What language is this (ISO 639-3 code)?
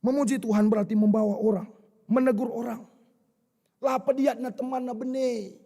btx